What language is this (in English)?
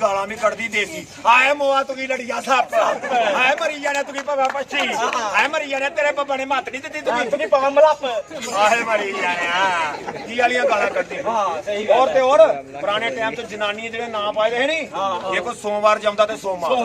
Dogri